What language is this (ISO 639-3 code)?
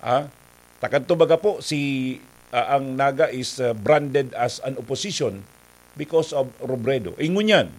bik